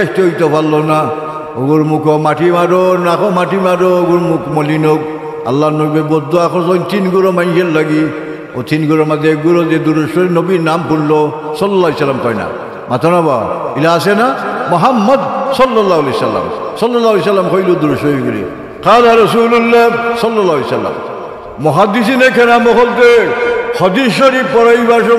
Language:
Sylheti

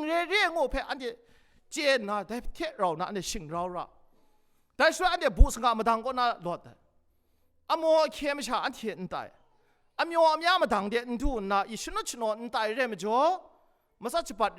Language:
Kachin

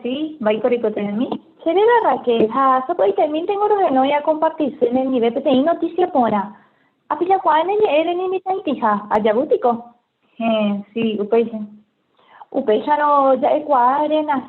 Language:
Guarani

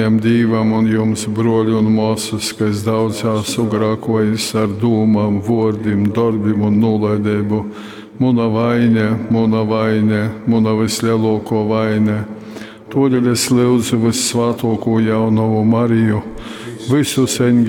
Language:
Latgalian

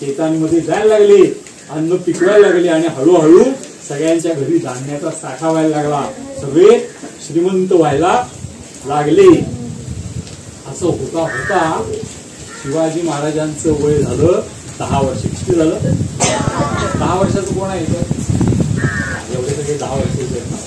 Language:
Marathi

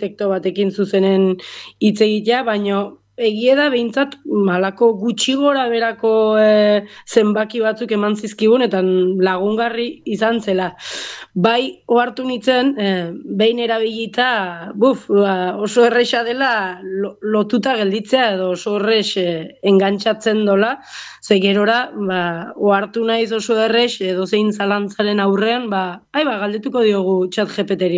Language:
Basque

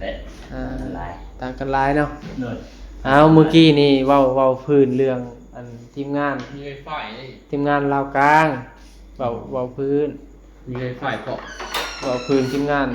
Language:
Northeastern Thai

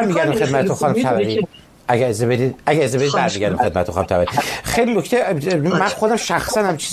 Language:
Persian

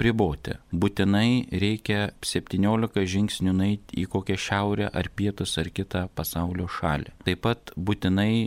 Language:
Lithuanian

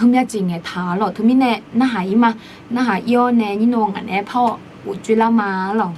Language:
Akha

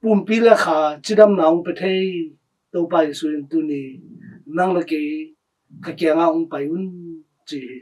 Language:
Tedim Chin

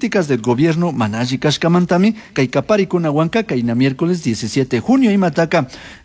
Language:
Chimborazo Highland Quichua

